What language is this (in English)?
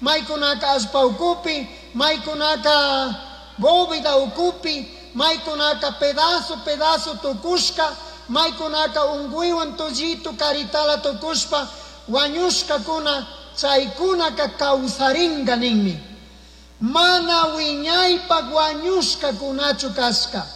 Chimborazo Highland Quichua